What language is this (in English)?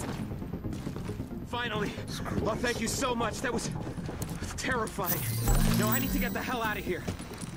English